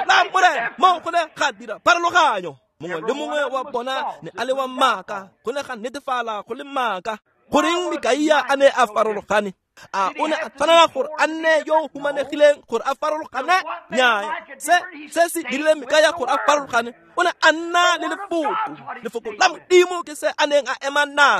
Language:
Tswana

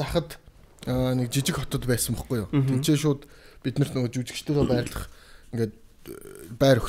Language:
Mongolian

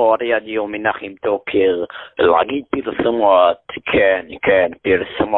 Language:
Hebrew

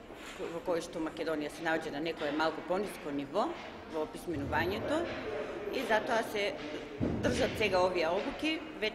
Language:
Macedonian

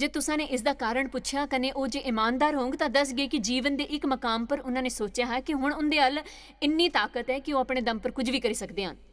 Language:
Dogri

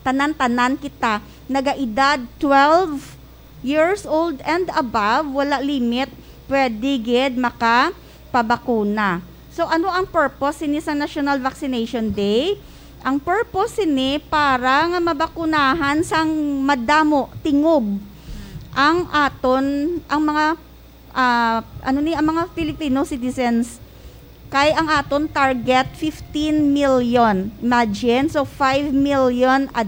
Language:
Hiligaynon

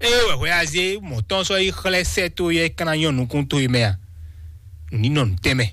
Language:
Fon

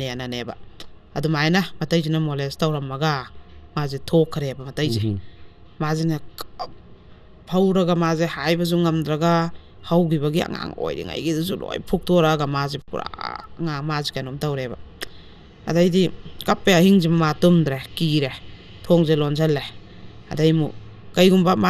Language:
Manipuri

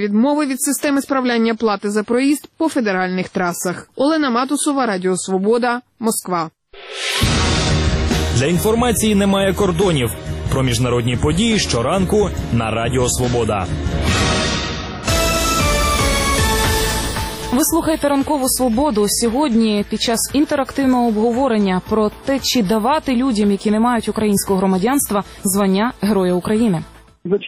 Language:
Ukrainian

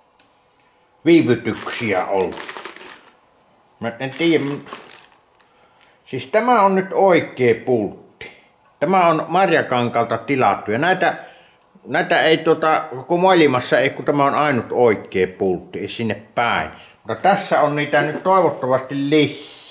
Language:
Finnish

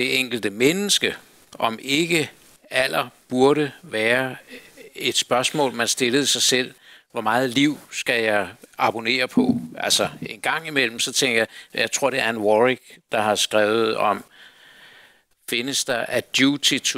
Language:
Danish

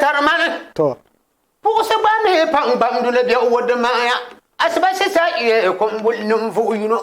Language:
Dagbani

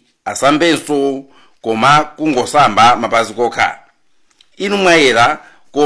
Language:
Nyanja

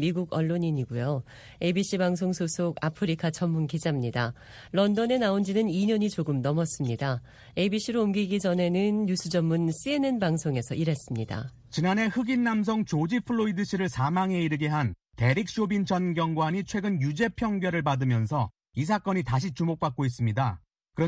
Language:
Korean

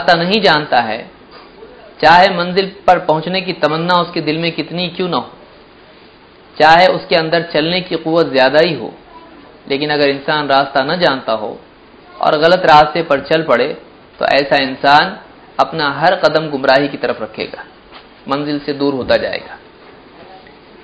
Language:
Urdu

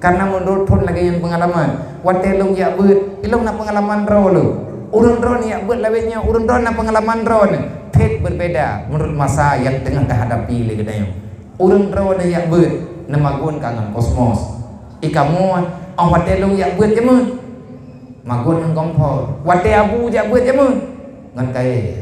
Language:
Achinese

